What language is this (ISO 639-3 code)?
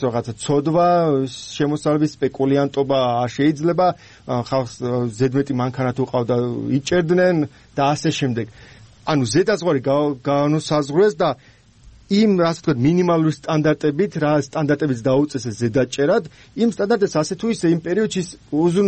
kat